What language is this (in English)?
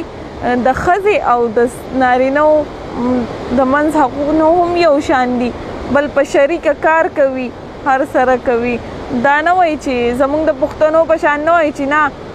Pashto